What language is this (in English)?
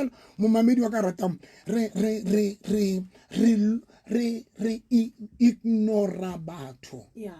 Southern Sotho